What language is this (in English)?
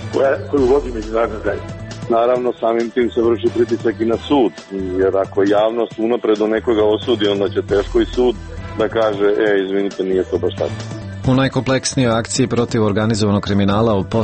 Serbian